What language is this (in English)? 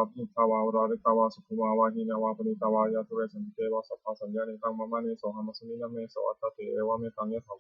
Pali